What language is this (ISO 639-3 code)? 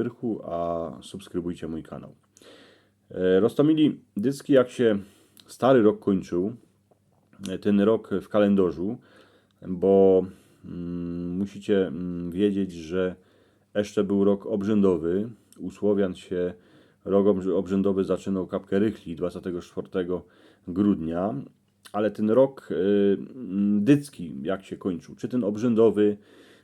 szl